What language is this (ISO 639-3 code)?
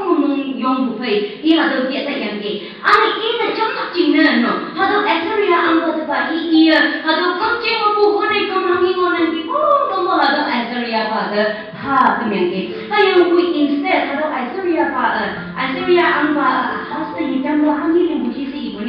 nbe